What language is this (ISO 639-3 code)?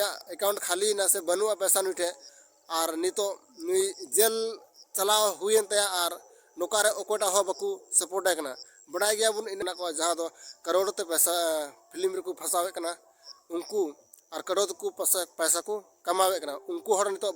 sat